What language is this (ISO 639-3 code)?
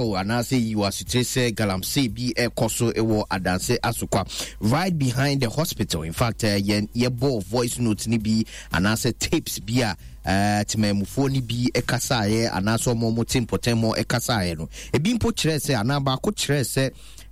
aka